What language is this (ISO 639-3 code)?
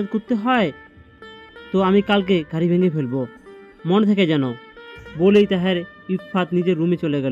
ben